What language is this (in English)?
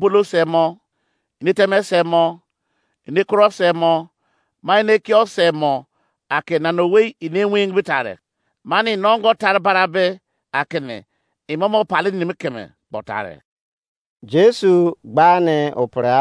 Izon